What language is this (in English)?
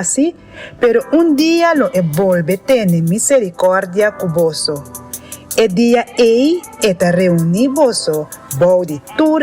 Papiamento